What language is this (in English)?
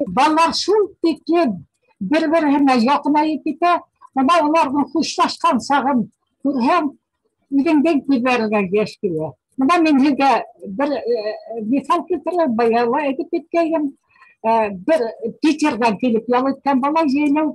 Bashkir